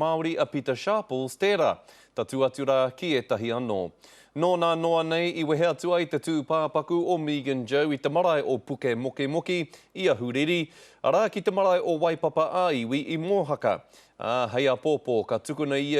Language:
Māori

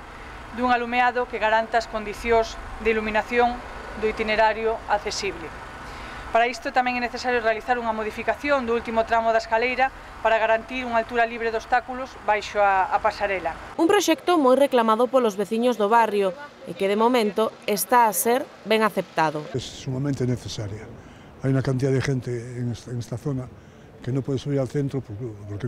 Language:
Galician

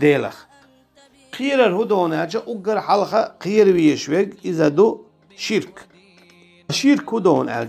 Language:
Chechen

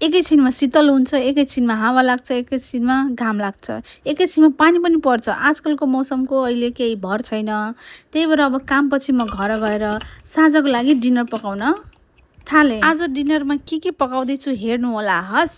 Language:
Nepali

